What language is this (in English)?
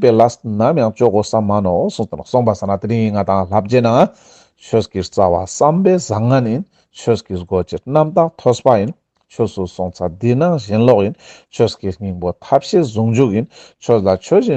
Ladakhi